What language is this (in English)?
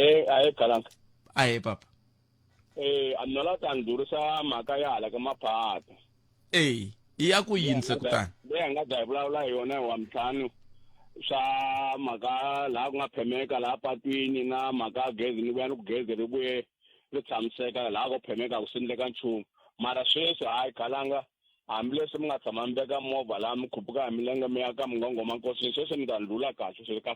Tsonga